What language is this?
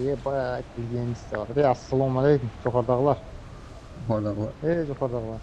Kara-Kalpak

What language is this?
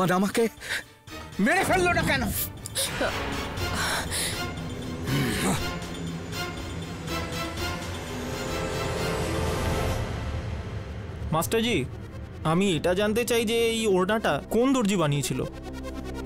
Bangla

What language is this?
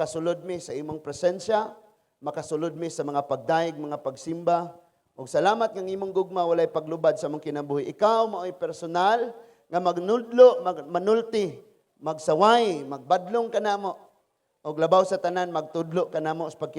Cebuano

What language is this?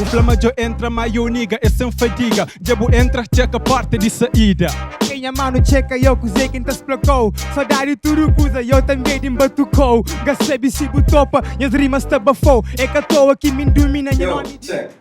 Kabuverdianu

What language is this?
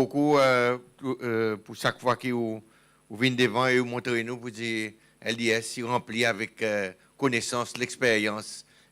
Seselwa Creole French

